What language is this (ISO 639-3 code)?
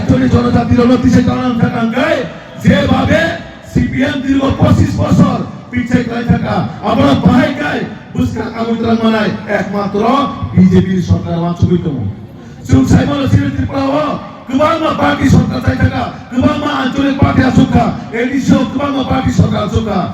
trp